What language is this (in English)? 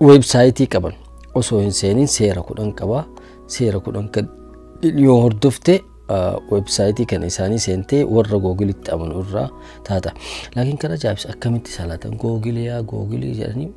Oromo